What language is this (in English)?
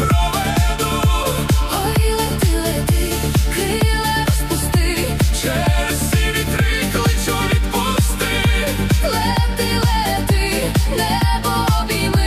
Ukrainian